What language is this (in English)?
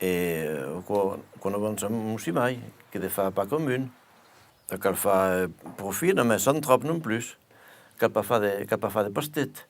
Occitan